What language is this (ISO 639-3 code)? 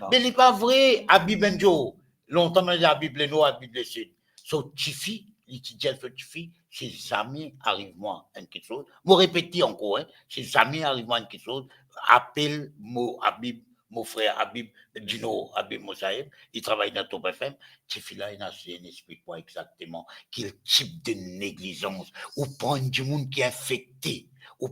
mfe